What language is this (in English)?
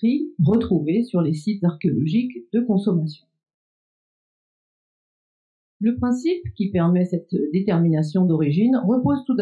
French